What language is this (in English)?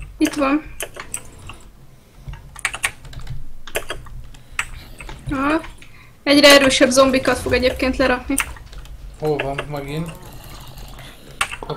Hungarian